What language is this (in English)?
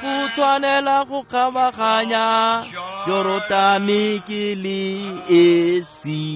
Tswana